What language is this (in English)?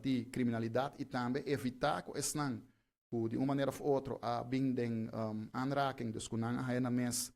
Papiamento